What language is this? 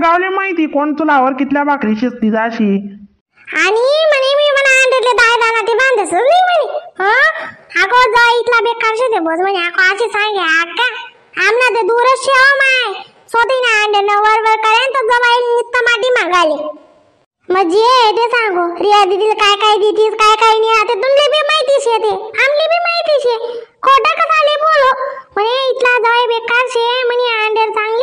Khandesi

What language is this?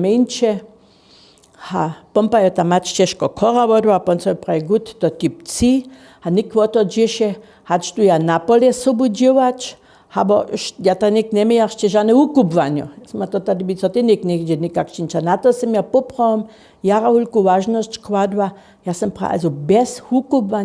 Upper Sorbian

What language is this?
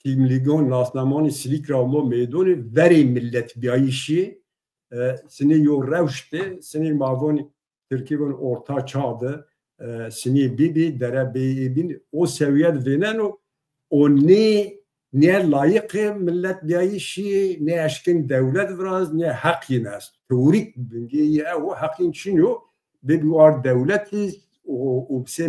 Zaza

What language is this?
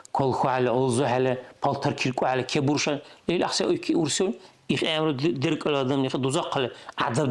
Dargwa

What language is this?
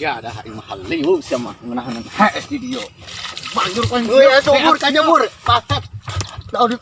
Sundanese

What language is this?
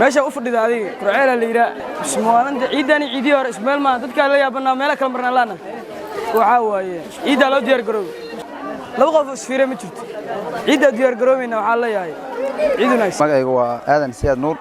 Somali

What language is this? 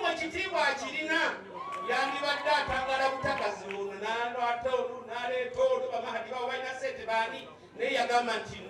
Ganda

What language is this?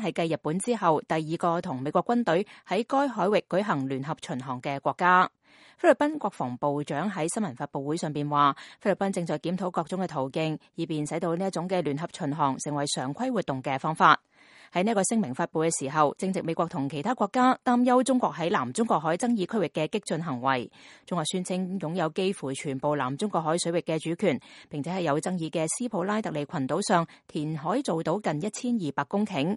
Cantonese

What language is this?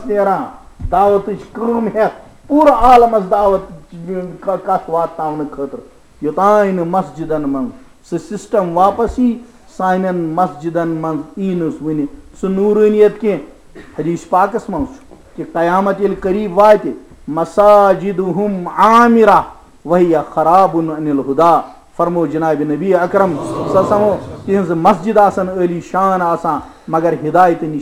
Kashmiri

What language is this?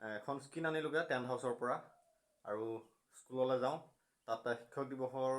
Assamese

